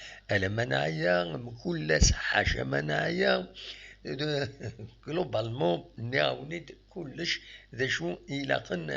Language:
Kabyle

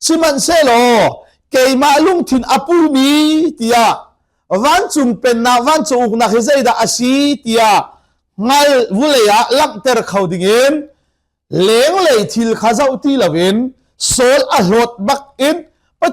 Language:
Hakha Chin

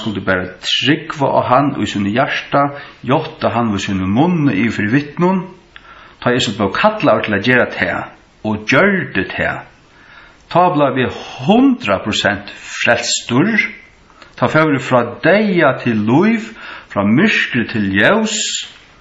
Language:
Faroese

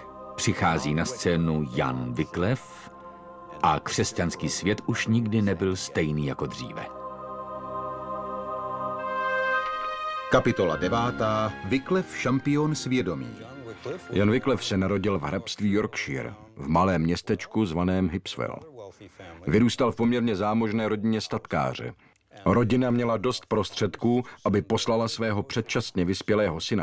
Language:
Czech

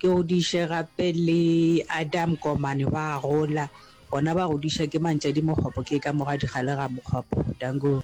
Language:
Northern Sotho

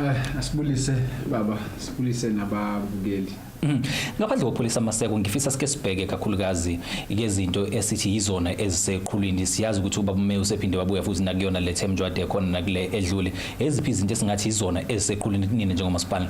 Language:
Zulu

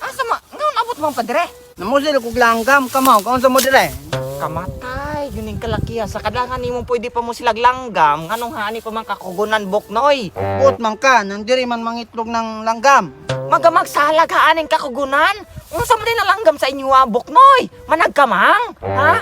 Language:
Cebuano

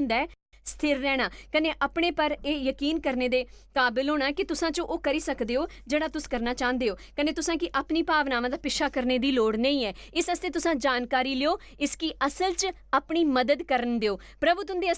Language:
Dogri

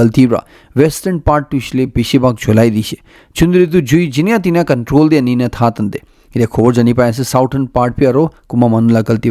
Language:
Naga Pidgin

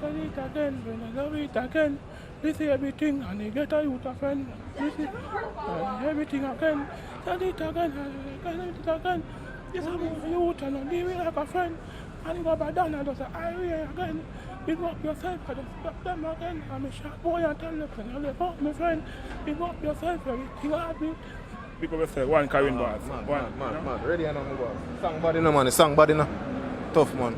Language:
Jamaican Creole English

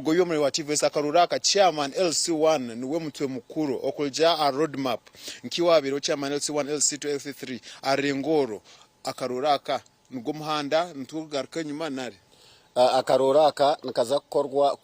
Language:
Nyankole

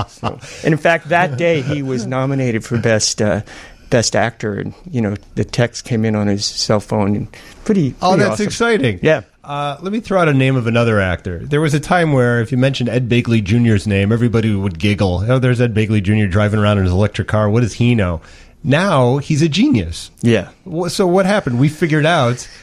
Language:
English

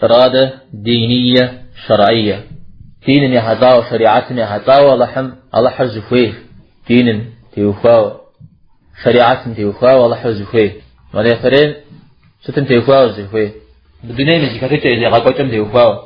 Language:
Kabardian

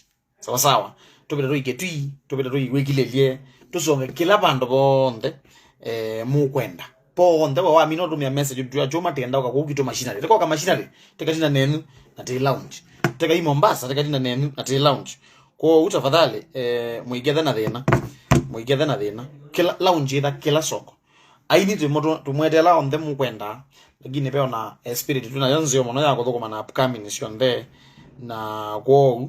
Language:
Kamba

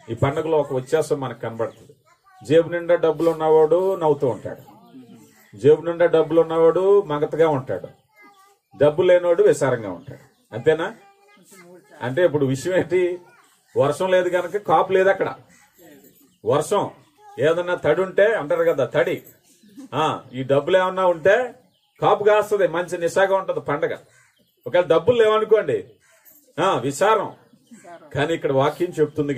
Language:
Telugu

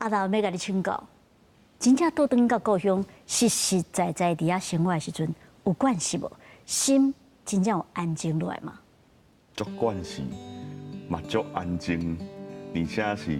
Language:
Min Nan Chinese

